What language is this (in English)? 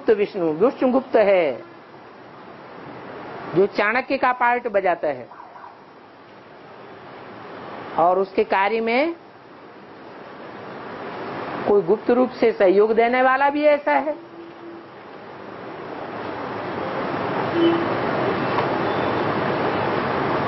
Hindi